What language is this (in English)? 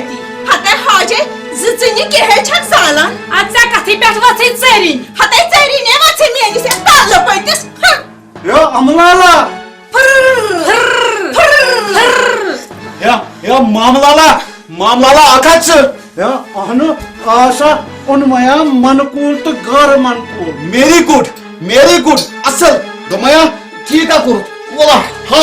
Kashmiri